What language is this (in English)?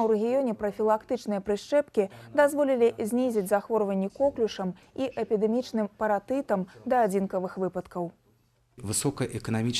Belarusian